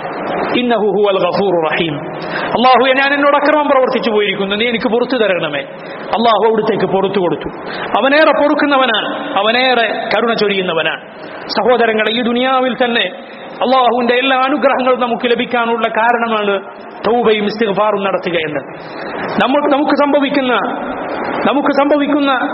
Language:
Malayalam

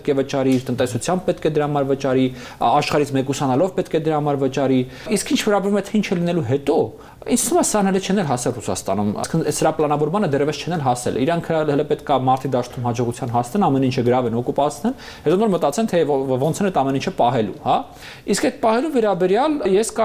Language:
Armenian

